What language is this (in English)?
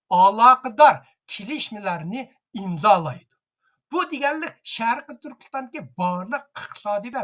Uyghur